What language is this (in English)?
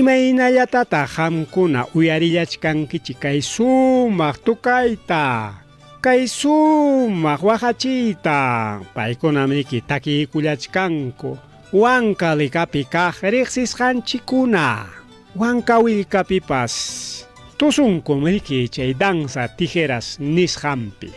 Ayacucho Quechua